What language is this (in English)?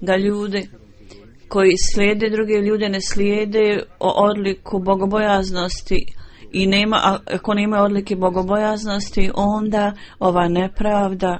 Bosnian